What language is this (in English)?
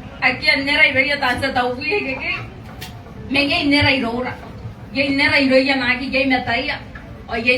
Gilbertese